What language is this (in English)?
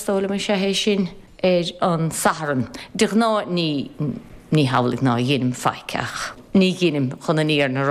Irish